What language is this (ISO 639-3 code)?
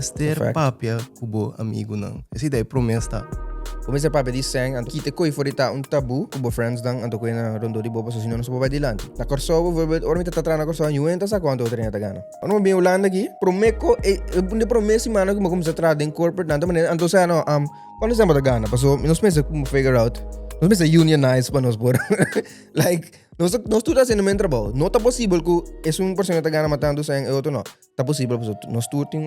pap